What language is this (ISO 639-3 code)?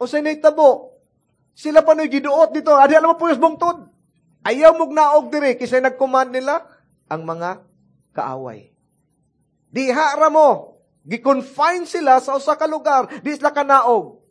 ceb